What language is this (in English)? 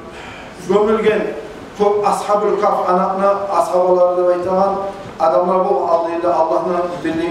Kumyk